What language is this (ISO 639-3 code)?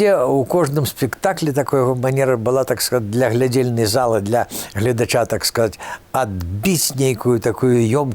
bel